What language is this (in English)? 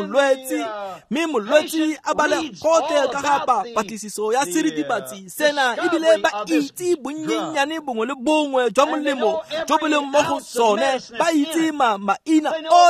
Tswana